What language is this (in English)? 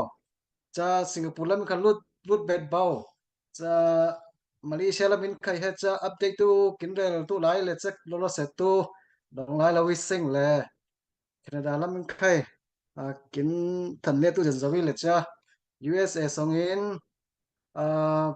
Falam Chin